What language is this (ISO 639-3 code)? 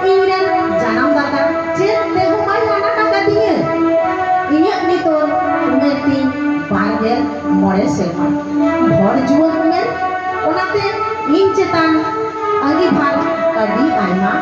sat